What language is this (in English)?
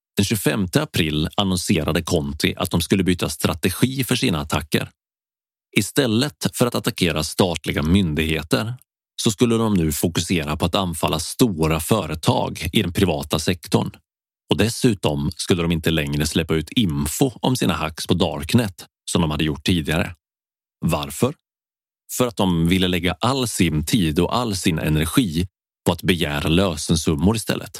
Swedish